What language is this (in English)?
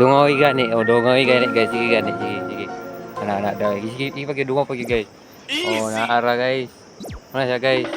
Cebuano